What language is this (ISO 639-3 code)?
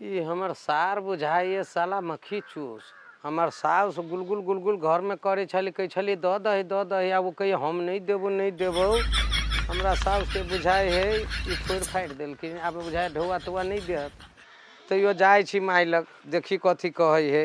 mai